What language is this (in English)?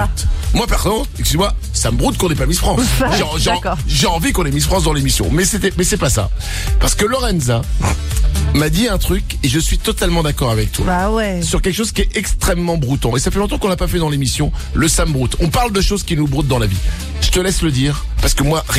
French